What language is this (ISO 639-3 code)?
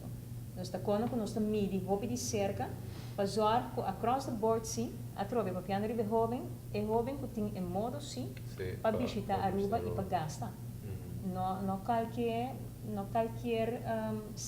pap